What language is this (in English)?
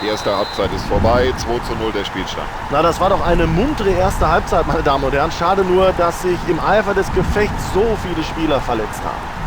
Bavarian